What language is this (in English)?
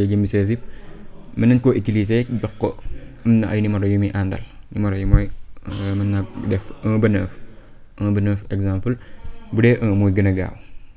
Wolof